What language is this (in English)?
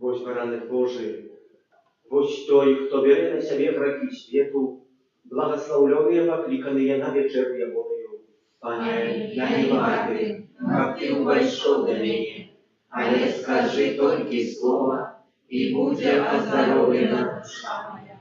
Belarusian